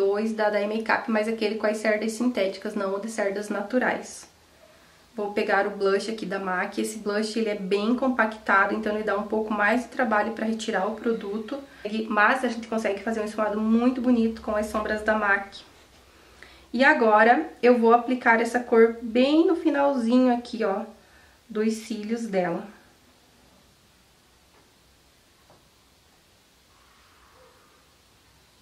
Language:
Portuguese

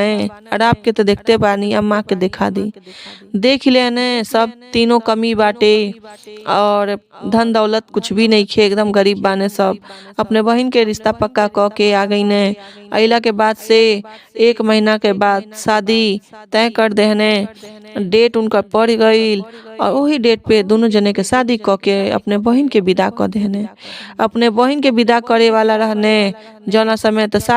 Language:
Bhojpuri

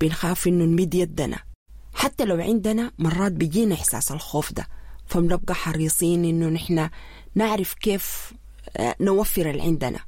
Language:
Sudanese Arabic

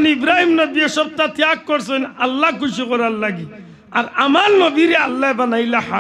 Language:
Sylheti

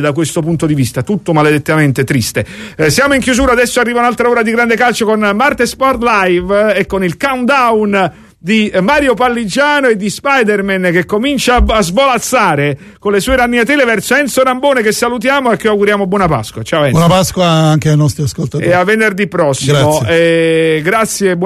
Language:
Italian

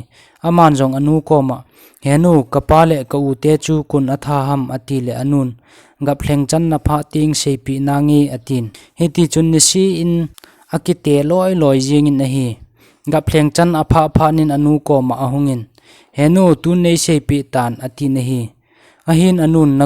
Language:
Thado Chin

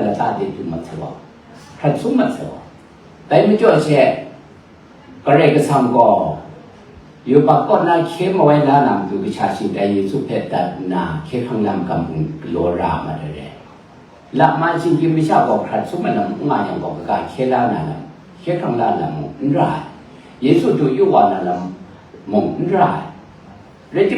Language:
Kachin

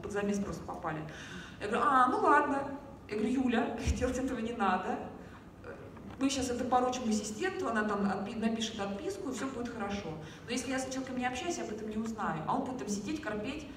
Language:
Russian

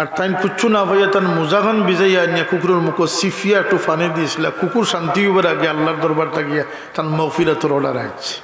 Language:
Sylheti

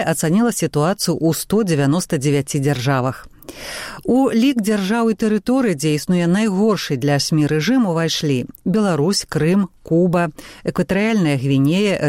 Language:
Belarusian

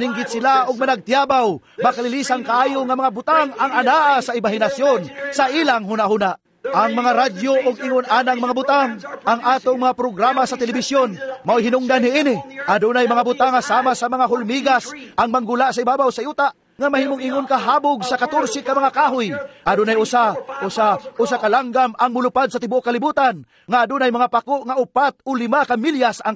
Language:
Cebuano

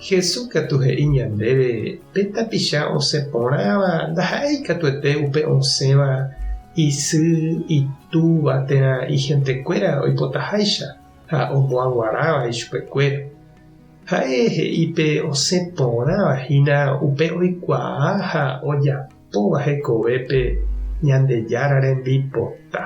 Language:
Guarani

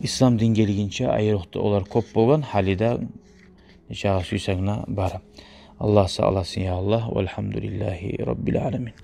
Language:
Kumyk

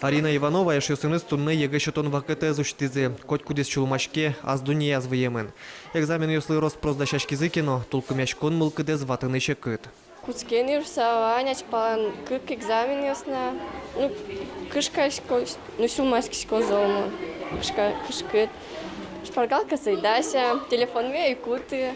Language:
Udmurt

